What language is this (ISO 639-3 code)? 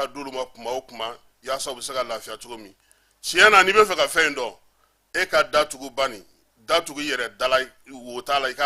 bam